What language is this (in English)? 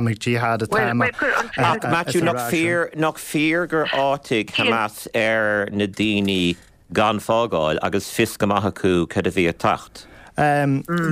Irish